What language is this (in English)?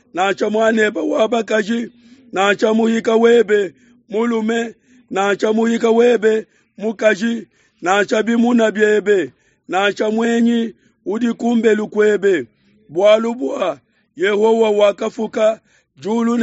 Luba-Lulua